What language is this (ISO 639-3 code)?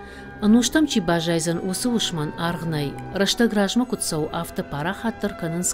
oss